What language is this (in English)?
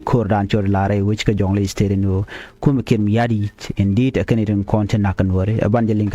Nuer